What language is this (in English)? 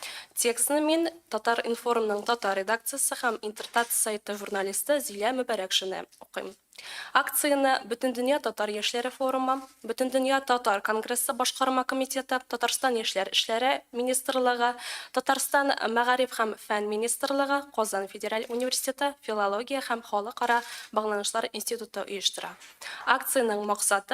Tatar